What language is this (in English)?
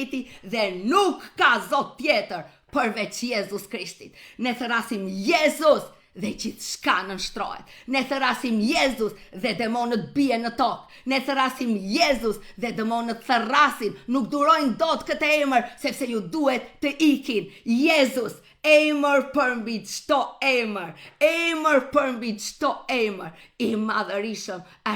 Albanian